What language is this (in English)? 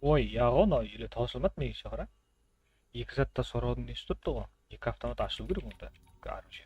Kara-Kalpak